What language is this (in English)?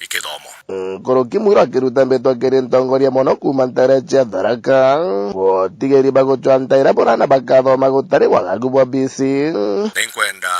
Meru